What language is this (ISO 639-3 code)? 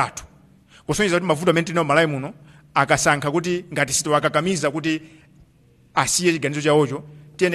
nya